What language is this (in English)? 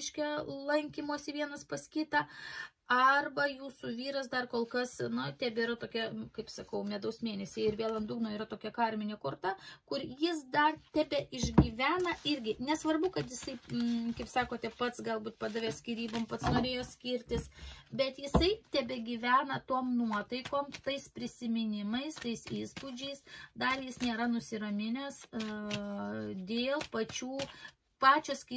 Lithuanian